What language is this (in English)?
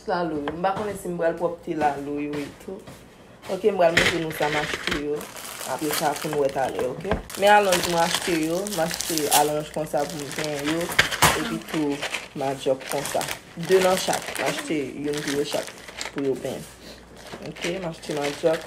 Haitian Creole